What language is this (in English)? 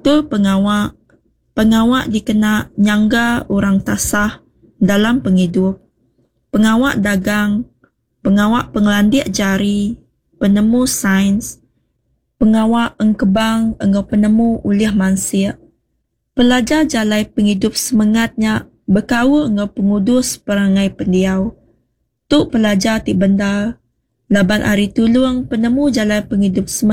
Iban